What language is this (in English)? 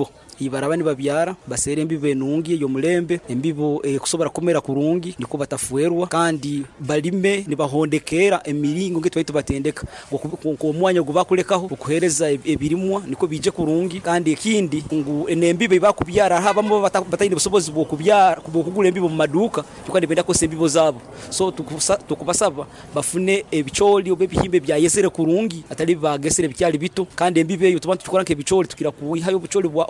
Nyoro